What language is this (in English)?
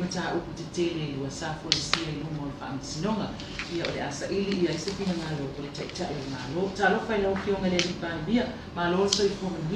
Samoan